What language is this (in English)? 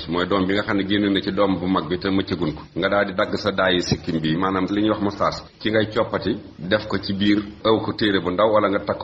Wolof